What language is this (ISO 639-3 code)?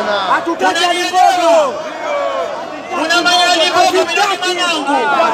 swa